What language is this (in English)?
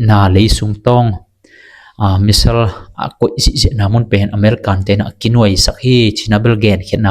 Tedim Chin